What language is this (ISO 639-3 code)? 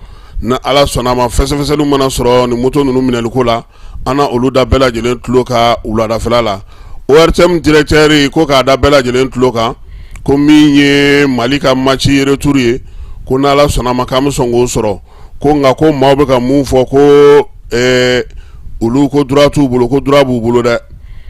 bam